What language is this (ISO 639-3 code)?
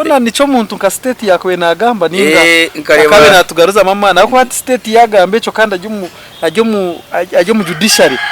nyn